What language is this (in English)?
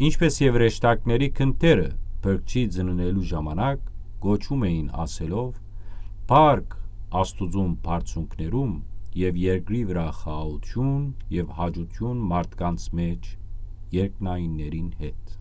Western Armenian